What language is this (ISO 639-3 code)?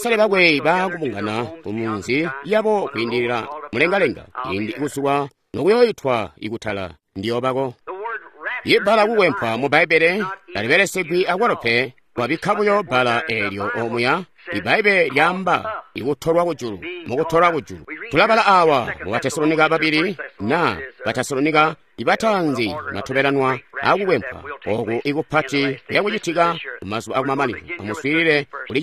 toi